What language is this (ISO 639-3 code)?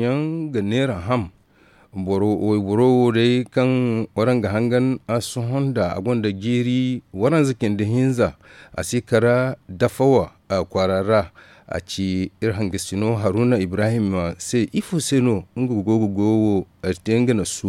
dje